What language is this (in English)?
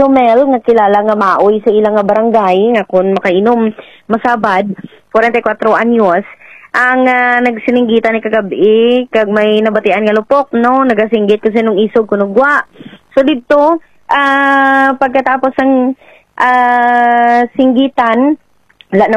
Hiligaynon